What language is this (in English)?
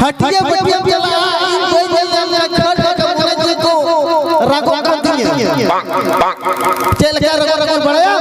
Santali